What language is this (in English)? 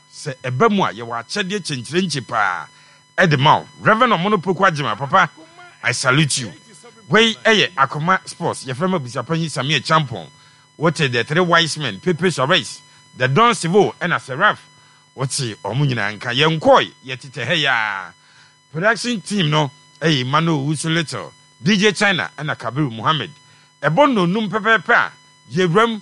Akan